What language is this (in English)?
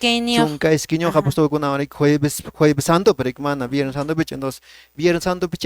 Quechua